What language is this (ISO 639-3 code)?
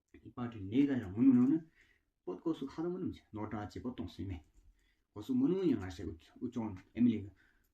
twm